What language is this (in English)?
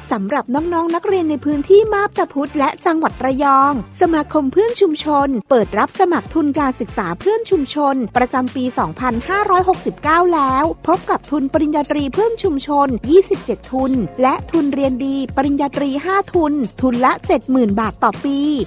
Thai